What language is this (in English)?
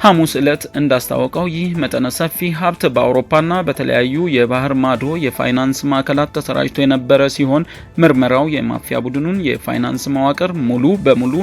Amharic